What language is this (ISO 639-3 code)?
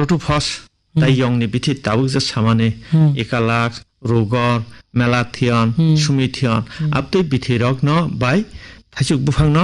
trp